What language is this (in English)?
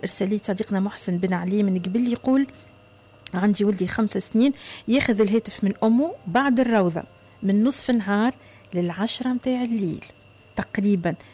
Tunisian Arabic